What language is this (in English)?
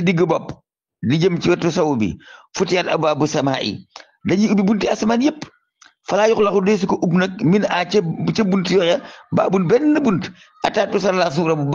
Wolof